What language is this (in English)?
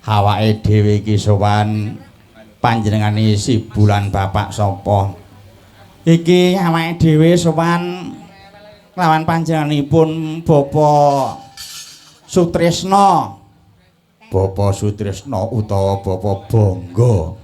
Javanese